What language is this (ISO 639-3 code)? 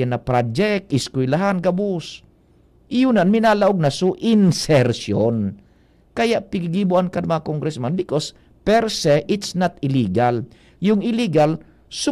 bik